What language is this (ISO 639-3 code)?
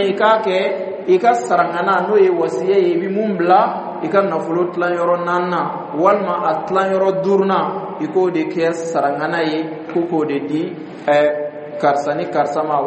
dyu